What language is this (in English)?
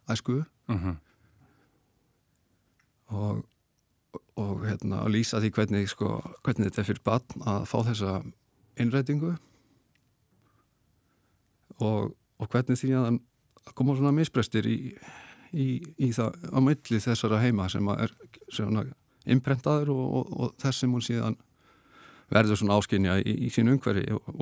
Icelandic